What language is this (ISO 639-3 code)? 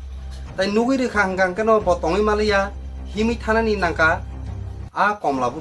trp